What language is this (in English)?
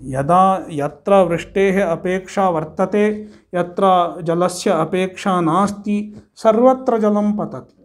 Sanskrit